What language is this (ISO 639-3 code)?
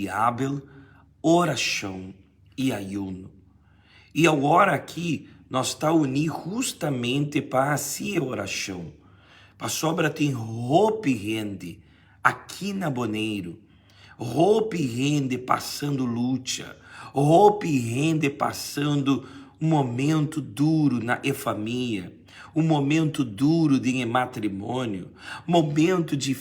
pap